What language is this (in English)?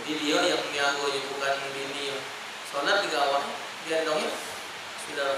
Musi